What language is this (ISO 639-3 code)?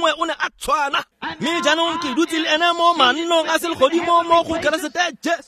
tsn